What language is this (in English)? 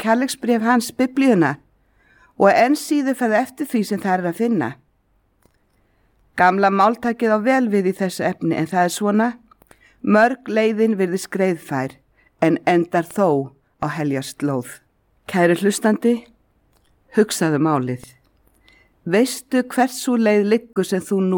Icelandic